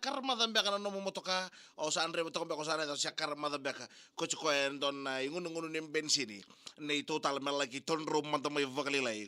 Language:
Fijian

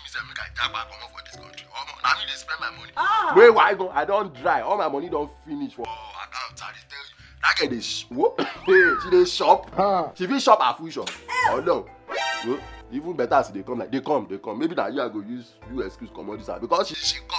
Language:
Nigerian Pidgin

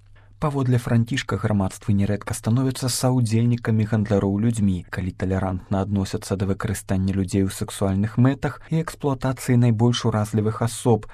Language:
Belarusian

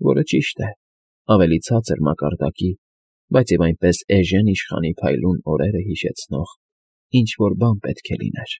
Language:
Armenian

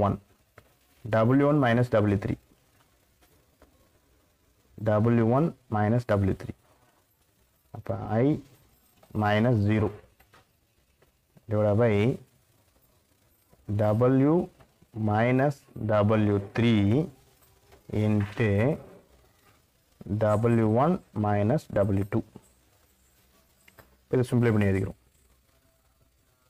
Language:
Tamil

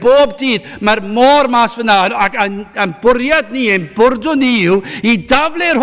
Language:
Welsh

